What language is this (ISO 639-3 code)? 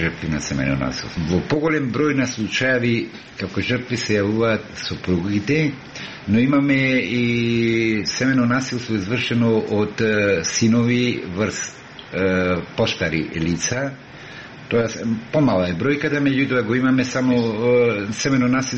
mkd